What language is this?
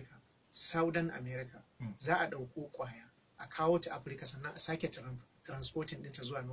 Hausa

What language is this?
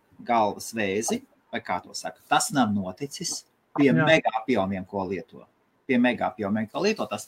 Latvian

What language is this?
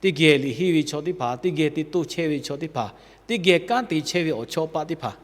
Lahu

